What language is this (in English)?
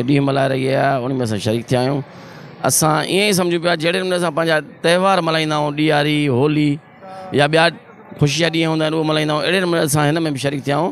Sindhi